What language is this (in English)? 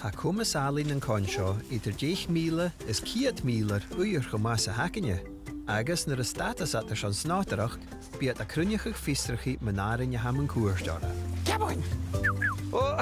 Scottish Gaelic